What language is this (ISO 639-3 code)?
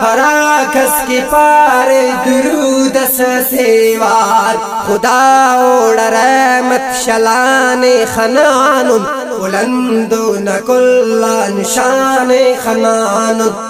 brh